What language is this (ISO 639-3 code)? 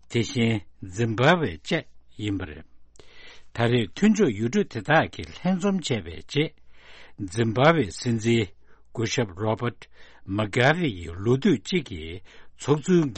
bod